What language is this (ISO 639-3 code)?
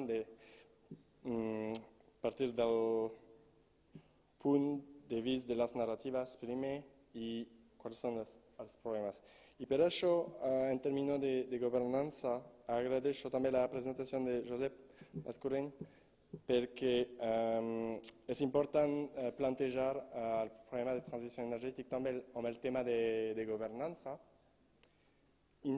cat